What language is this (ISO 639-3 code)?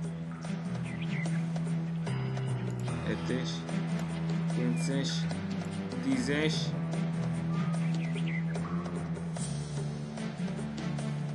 hun